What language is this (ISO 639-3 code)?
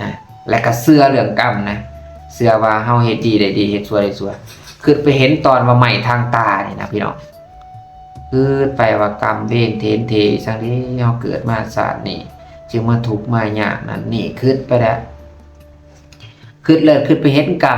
lao